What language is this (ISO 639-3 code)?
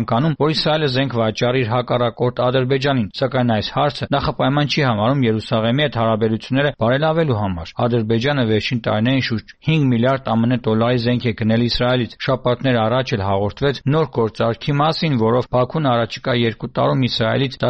hye